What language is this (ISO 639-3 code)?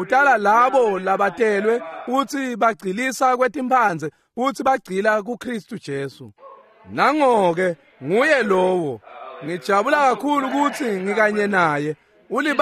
ssw